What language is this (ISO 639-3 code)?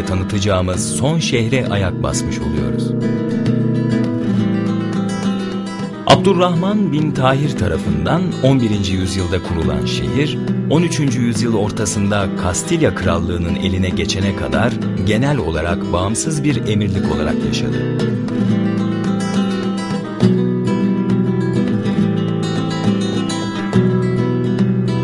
tur